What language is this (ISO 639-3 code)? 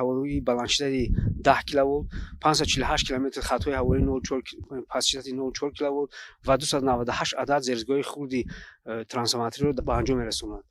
tgk